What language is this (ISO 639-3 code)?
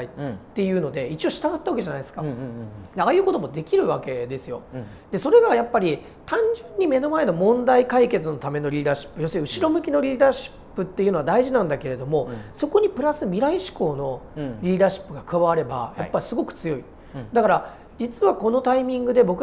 jpn